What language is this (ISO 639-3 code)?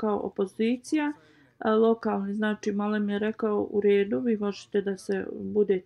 bos